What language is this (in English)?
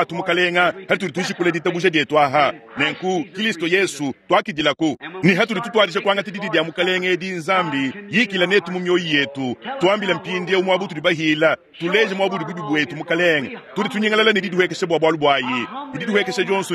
Luba-Lulua